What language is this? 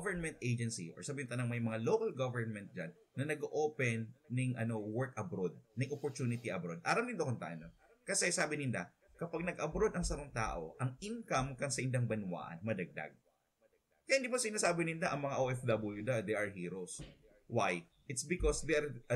Bikol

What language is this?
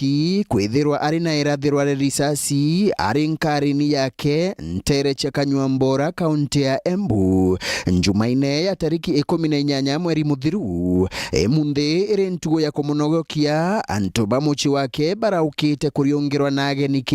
Meru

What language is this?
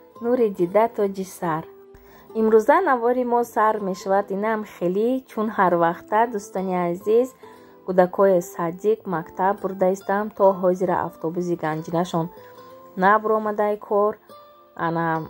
Tajik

